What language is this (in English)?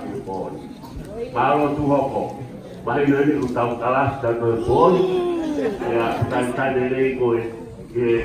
Tongan